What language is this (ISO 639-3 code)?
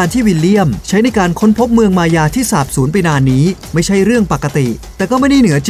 tha